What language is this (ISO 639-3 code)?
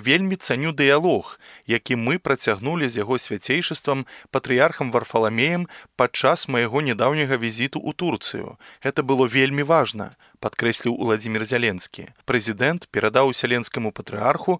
bel